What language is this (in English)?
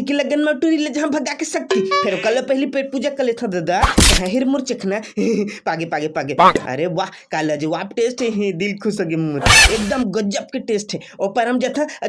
Chhattisgarhi